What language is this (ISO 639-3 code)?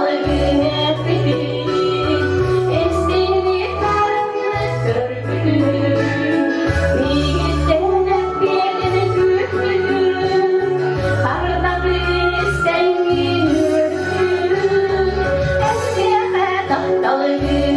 sah